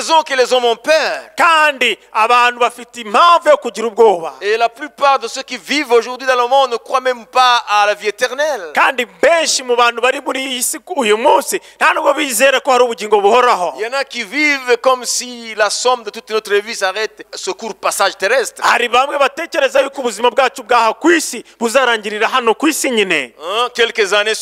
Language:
Kinyarwanda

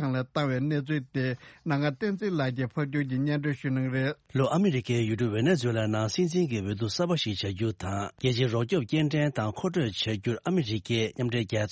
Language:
Tibetan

